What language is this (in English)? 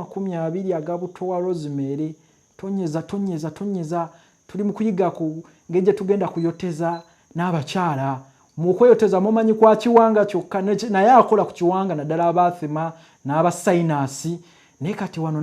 Ganda